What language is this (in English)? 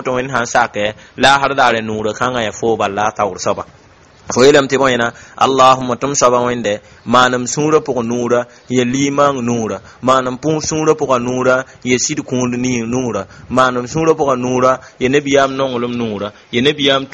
Mossi